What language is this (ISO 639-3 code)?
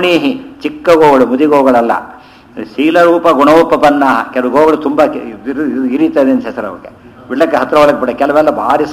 kan